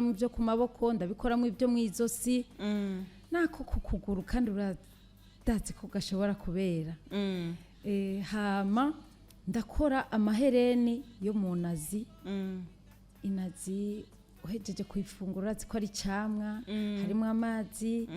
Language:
Rundi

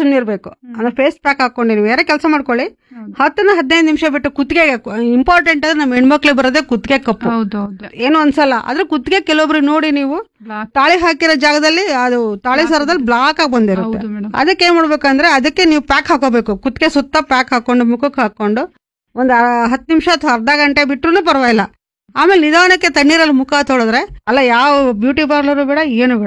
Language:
Kannada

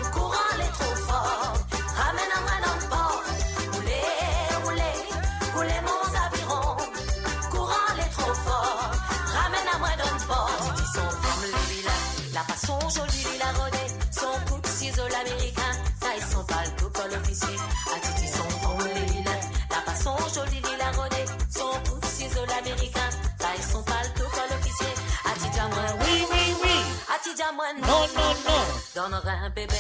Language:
Morisyen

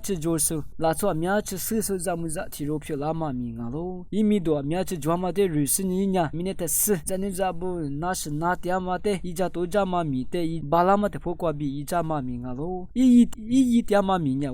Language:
Lisu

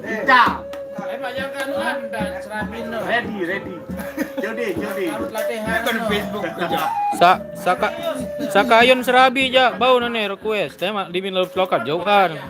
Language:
Sasak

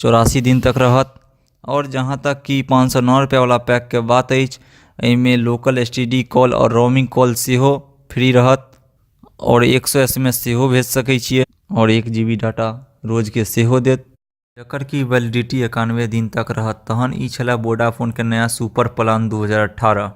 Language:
Maithili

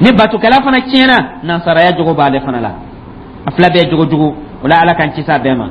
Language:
Dyula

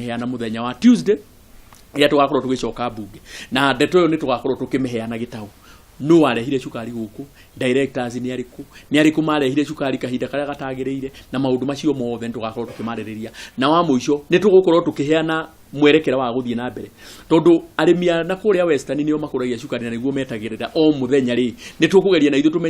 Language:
Kikuyu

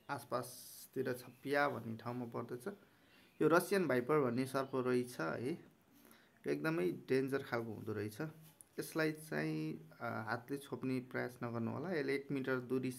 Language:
Nepali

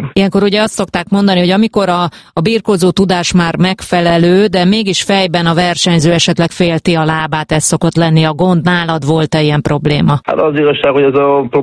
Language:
Hungarian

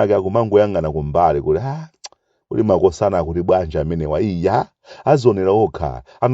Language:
Nyanja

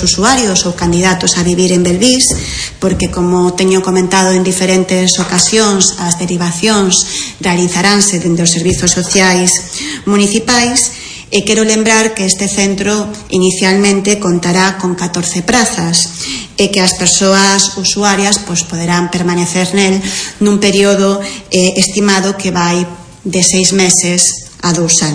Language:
Galician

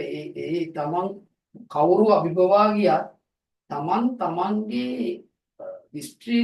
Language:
Sinhala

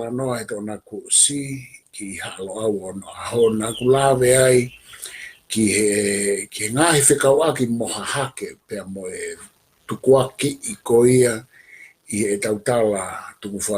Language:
Tongan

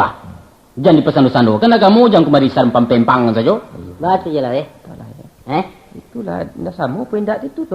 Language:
Minangkabau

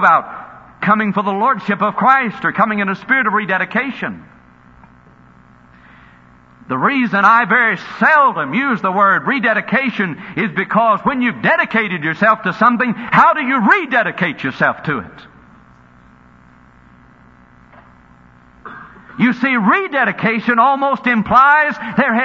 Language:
English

